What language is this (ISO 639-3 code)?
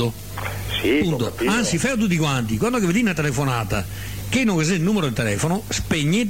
ita